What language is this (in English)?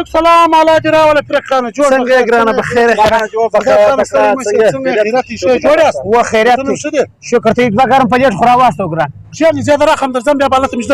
Pashto